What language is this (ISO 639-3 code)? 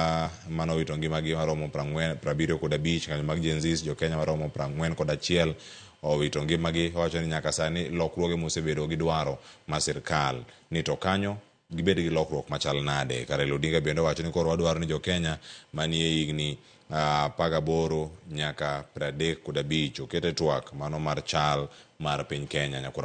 luo